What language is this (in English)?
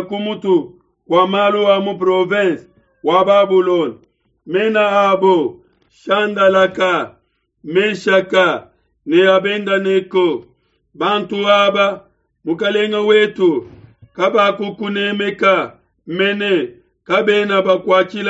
Luba-Lulua